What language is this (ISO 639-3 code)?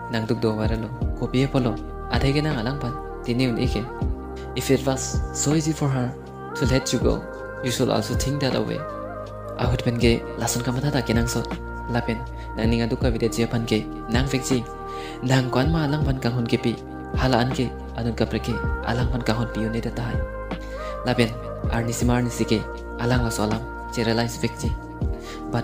mjw